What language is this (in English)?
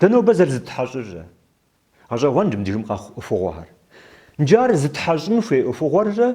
Kabardian